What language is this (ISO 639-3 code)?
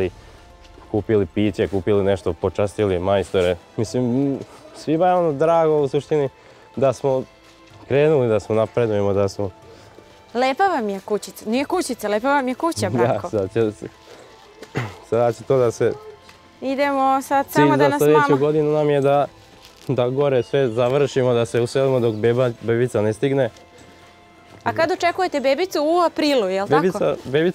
srp